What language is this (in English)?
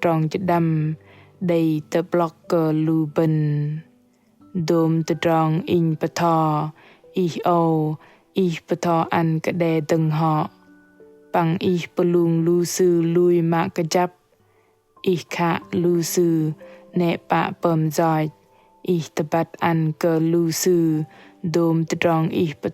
Bahnar